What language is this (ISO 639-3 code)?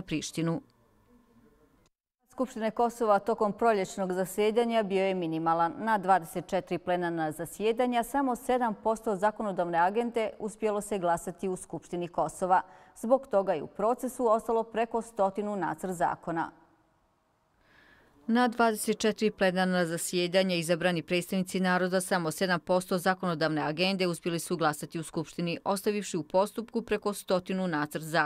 bos